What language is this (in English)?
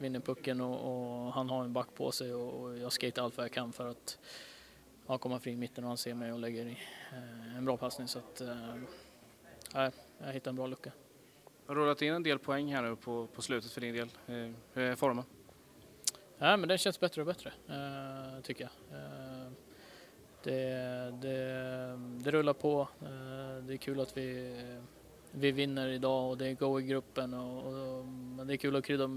Swedish